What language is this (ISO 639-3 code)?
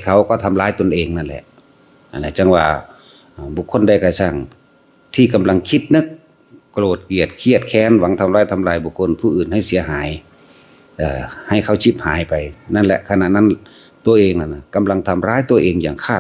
tts